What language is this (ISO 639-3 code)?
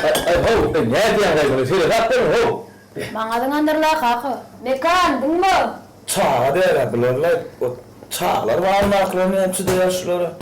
tuk